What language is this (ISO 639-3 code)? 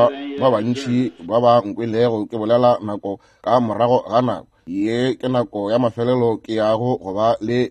nso